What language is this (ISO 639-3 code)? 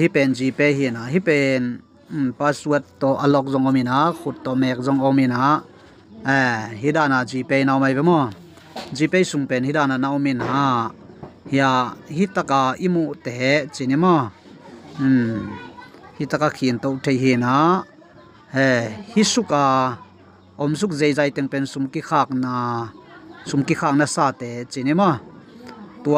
ctd